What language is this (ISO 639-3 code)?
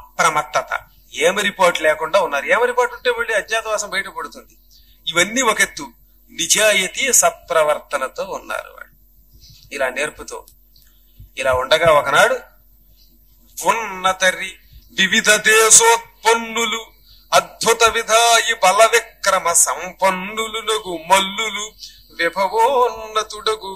tel